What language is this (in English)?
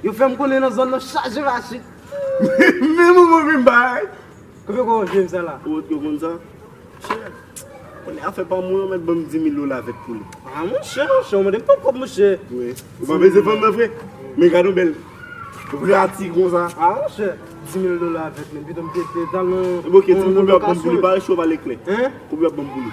Haitian Creole